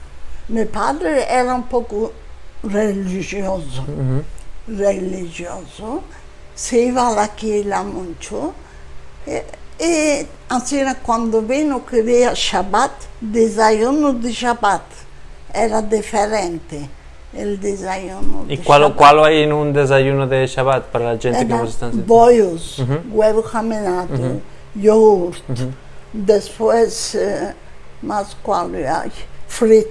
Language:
Ladino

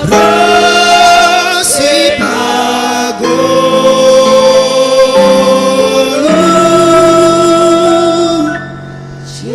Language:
Batak Simalungun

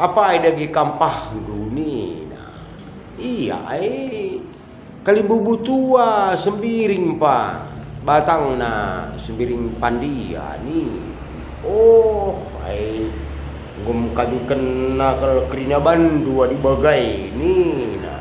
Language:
Batak Karo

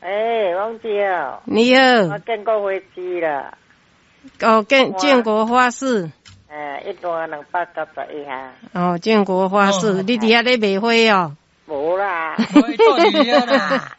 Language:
Min Nan Chinese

